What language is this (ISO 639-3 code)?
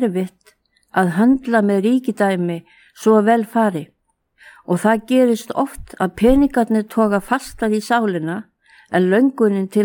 isl